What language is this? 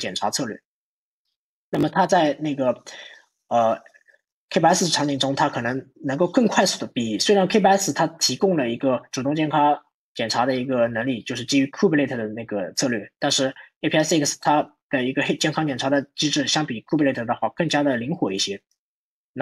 Chinese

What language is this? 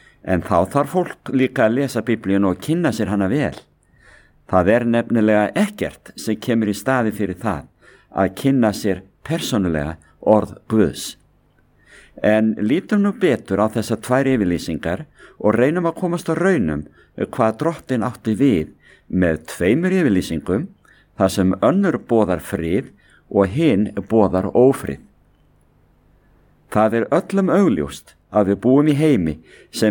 Icelandic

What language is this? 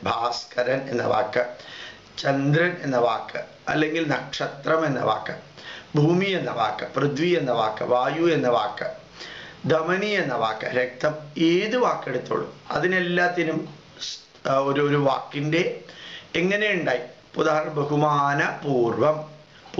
Malayalam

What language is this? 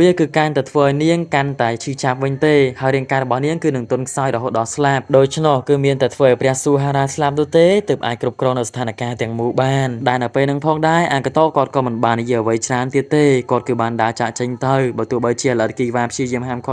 Khmer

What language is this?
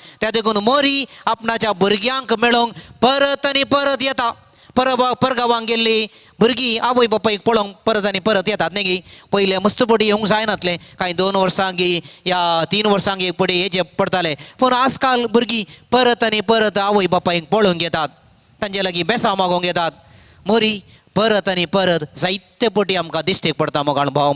Konkani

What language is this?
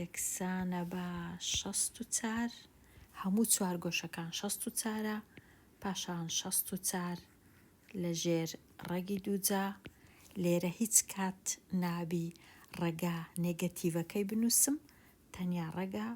Central Kurdish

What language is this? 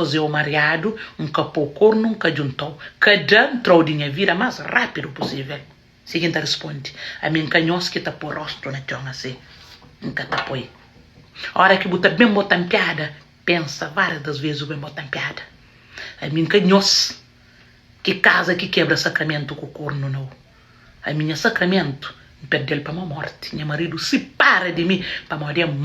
Kabuverdianu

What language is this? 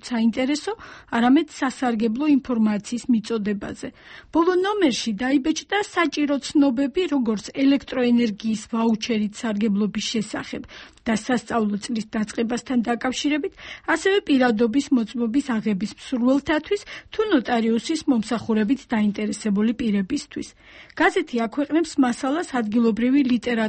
Georgian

